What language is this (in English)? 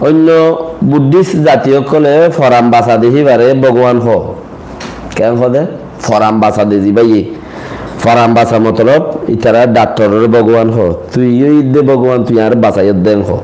Rohingya